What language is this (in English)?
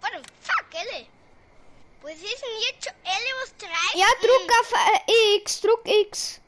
Bavarian